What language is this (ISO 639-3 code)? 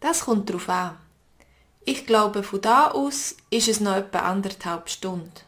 gsw